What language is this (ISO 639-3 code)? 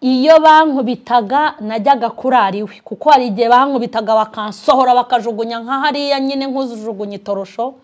kin